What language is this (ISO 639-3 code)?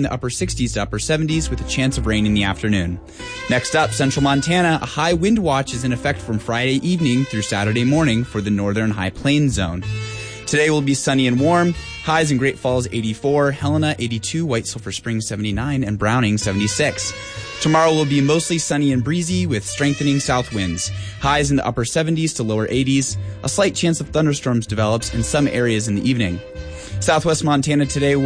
eng